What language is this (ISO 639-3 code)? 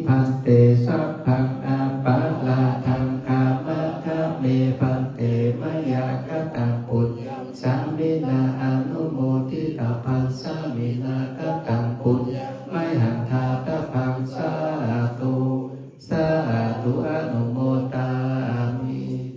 pli